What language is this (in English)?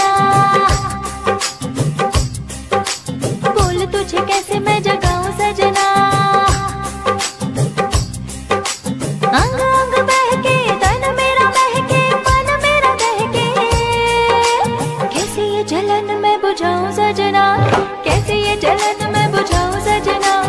Hindi